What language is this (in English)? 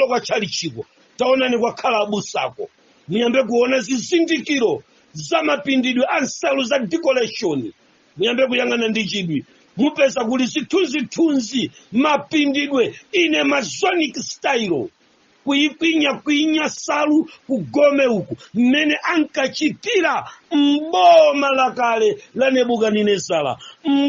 Nyanja